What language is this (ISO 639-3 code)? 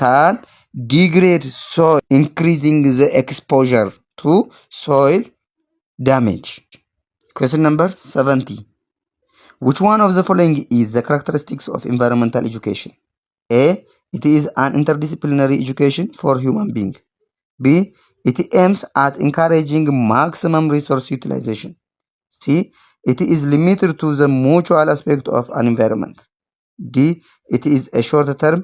eng